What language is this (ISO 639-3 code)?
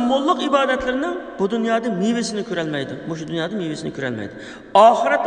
uig